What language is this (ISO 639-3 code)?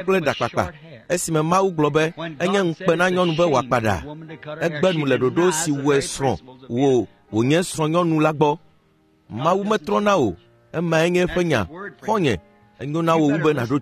ewe